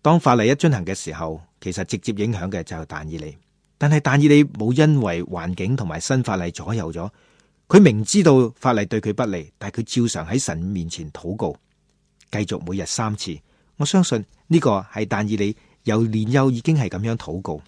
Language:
Cantonese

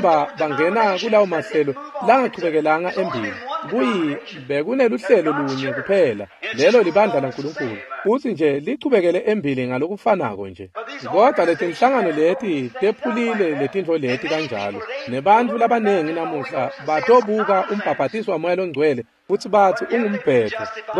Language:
Swati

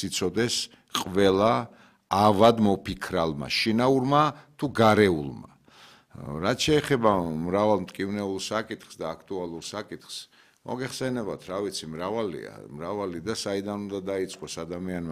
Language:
Georgian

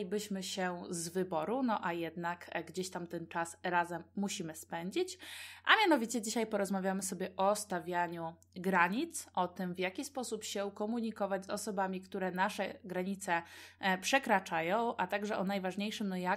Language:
Polish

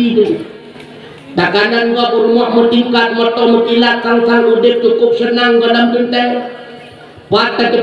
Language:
Achinese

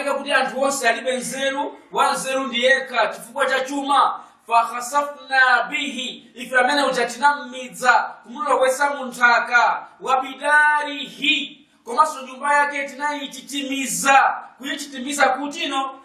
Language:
Nyanja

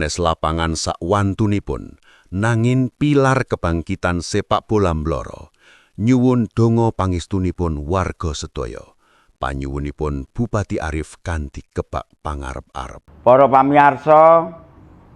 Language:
Javanese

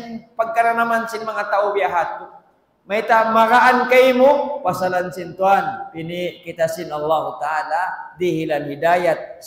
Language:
Tausug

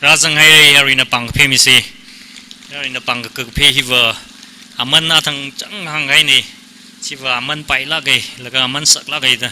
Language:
Tangkhul Naga (India)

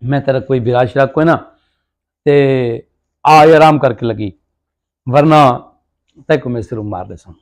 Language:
Saraiki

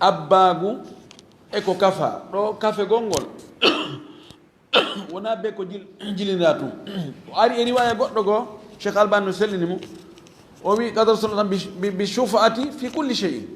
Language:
Fula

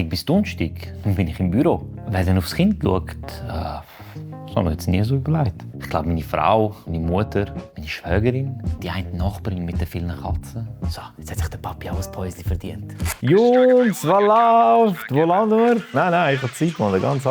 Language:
Swiss German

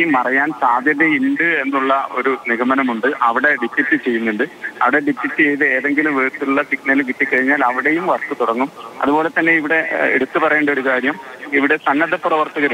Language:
Malayalam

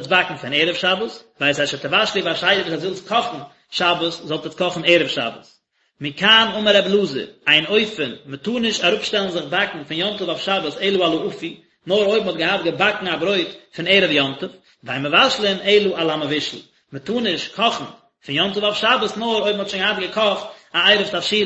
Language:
Yiddish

